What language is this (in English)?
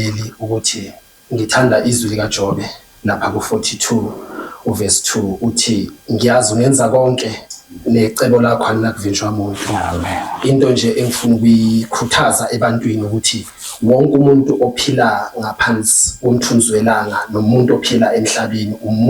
Zulu